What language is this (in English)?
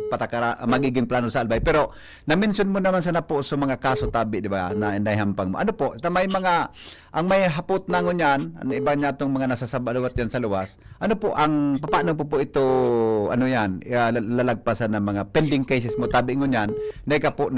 Bikol